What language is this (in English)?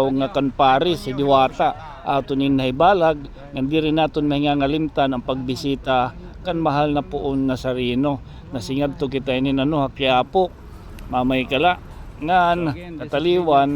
Waray